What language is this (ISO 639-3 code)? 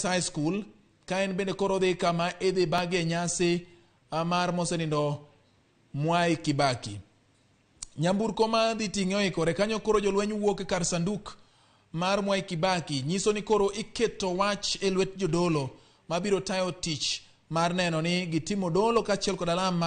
luo